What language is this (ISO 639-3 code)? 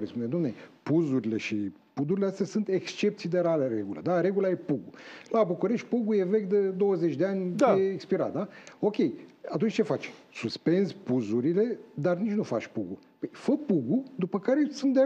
ron